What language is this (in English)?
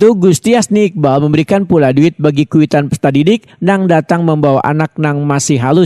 Banjar